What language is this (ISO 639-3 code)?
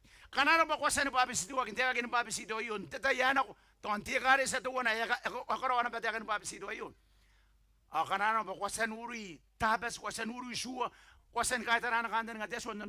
gil